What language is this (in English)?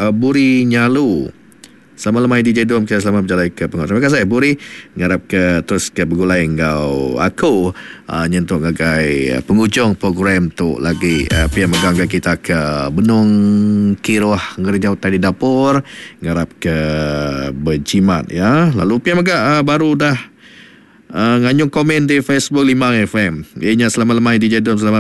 Iban